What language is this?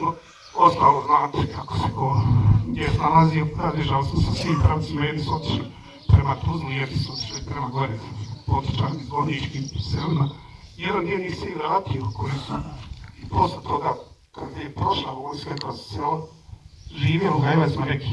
Bosnian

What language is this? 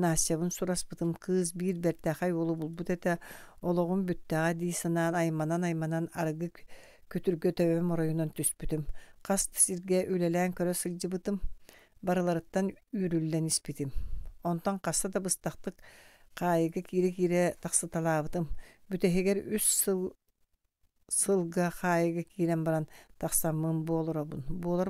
Yakut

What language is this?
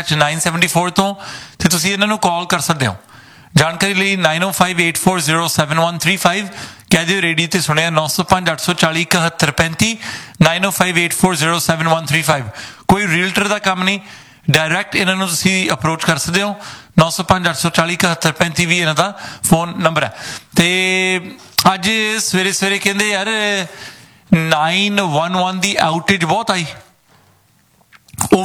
Punjabi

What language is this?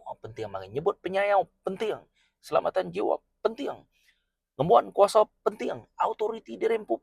Iban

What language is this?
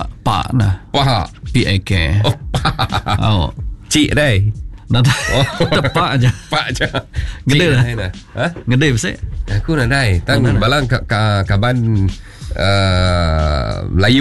Iban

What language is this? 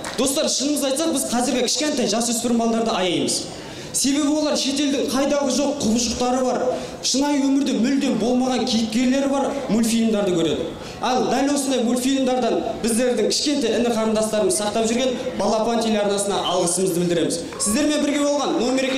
Kazakh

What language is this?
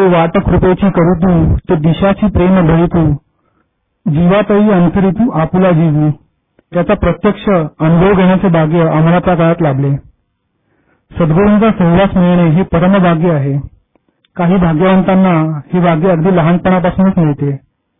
Marathi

